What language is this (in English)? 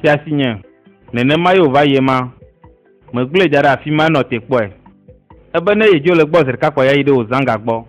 Ewe